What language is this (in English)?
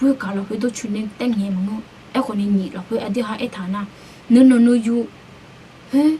Akha